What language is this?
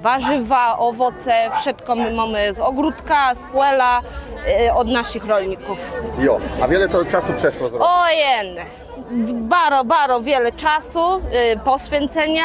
Kashubian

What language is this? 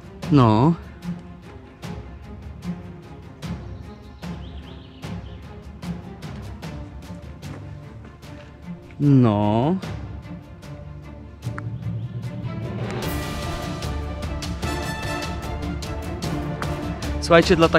Polish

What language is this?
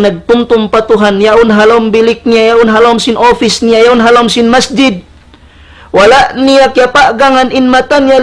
Tausug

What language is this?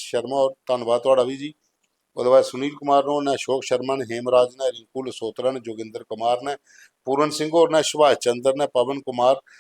Dogri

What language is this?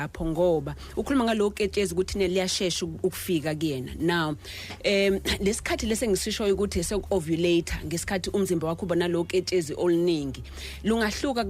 Zulu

